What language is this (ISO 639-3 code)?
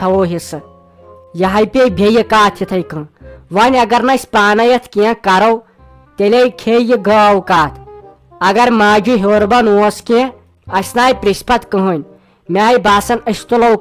kas